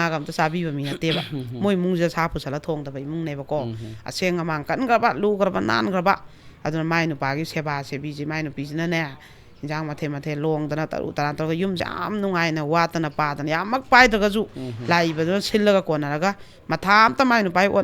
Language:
Manipuri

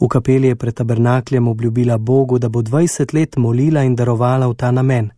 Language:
Slovenian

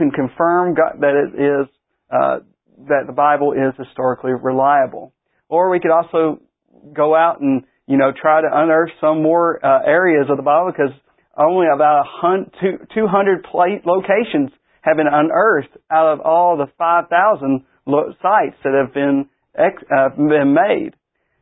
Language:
English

